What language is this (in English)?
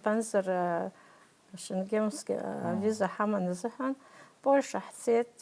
Abkhazian